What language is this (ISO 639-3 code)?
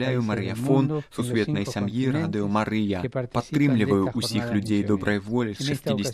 bel